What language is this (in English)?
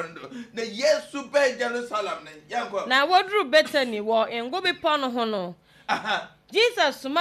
Akan